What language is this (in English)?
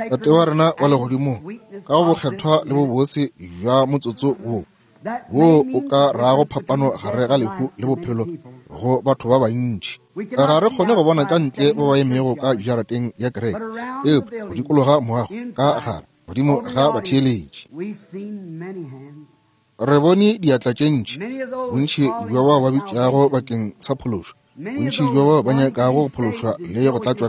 Northern Sotho